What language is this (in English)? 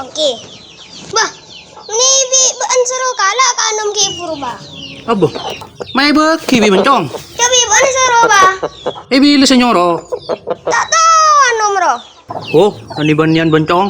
Madurese